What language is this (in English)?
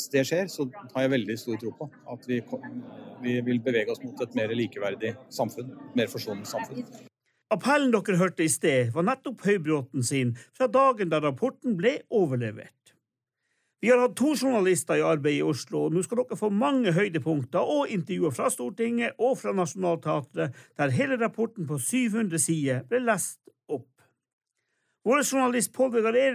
Norwegian